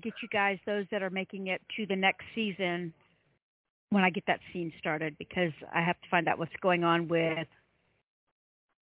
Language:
English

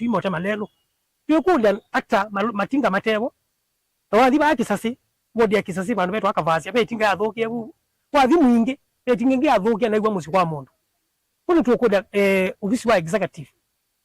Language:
Kamba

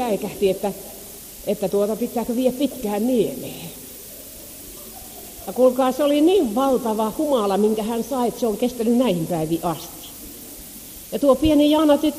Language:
Finnish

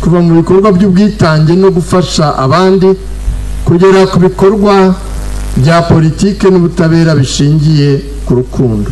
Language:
Kinyarwanda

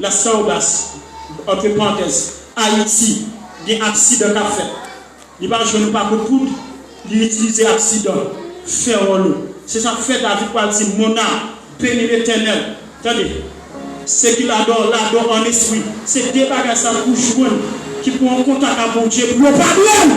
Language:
Haitian Creole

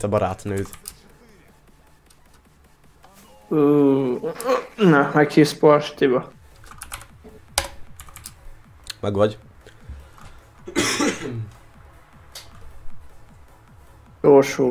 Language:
Hungarian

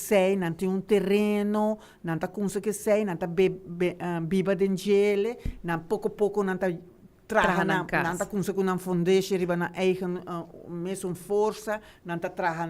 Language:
Papiamento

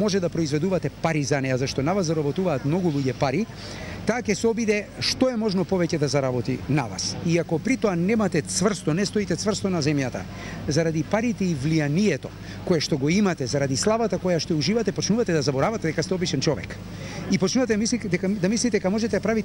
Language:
Macedonian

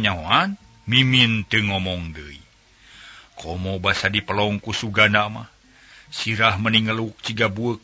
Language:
Sundanese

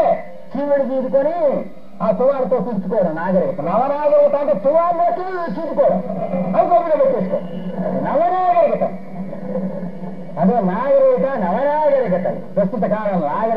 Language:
Telugu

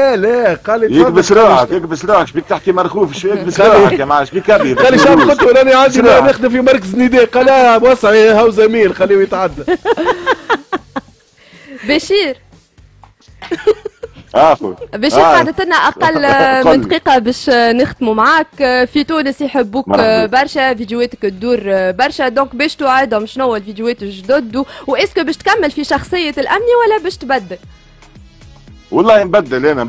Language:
Tunisian Arabic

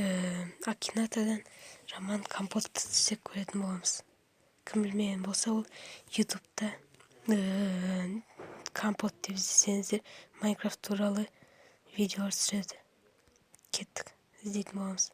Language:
Kazakh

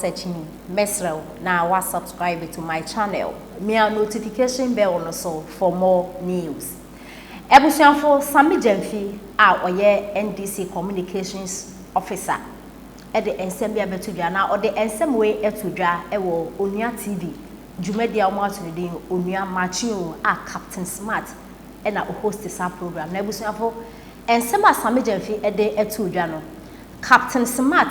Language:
Akan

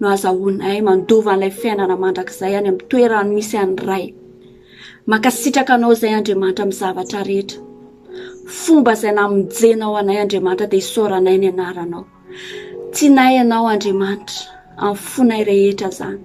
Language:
Malagasy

